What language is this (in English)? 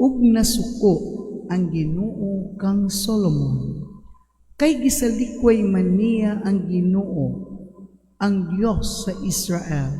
Cebuano